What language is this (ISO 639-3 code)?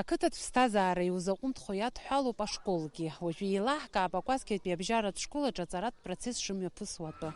abk